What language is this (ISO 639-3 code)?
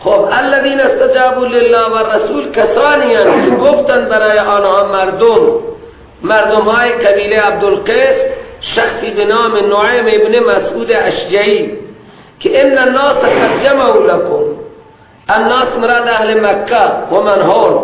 fas